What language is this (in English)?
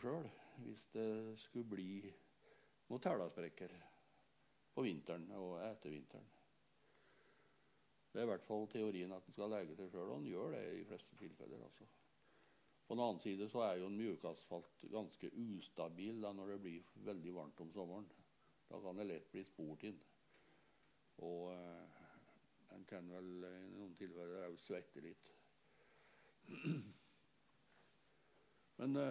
Norwegian